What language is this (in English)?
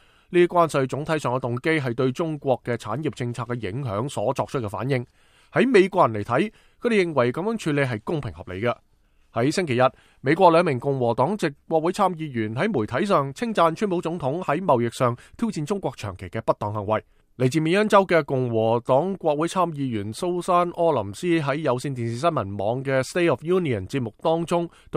Cantonese